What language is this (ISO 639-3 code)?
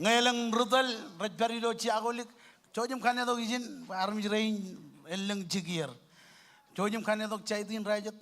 mah